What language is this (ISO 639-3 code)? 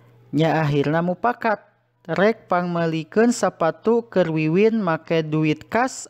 sun